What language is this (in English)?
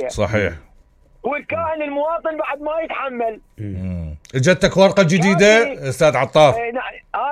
Mesopotamian Arabic